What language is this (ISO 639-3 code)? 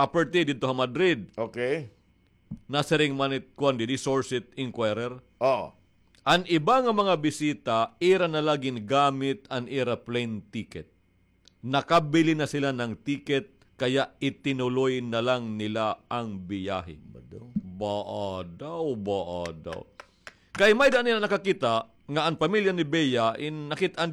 war